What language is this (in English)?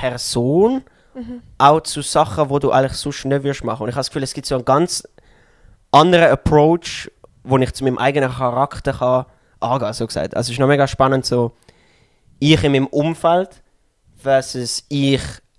Swiss German